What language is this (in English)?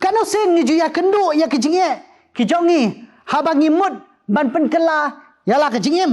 Khasi